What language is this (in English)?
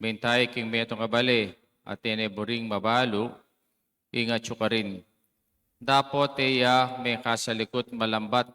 Pampanga